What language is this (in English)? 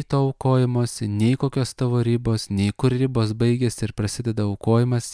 Lithuanian